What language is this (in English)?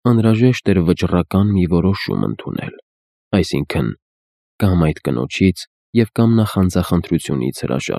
Armenian